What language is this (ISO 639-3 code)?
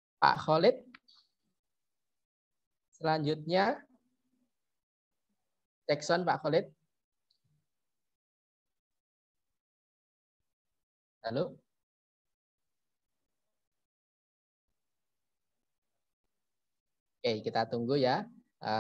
ind